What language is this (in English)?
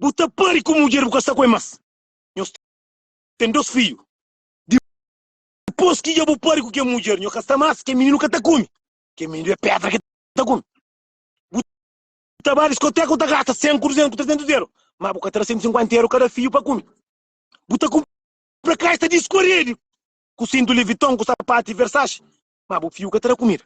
Kabuverdianu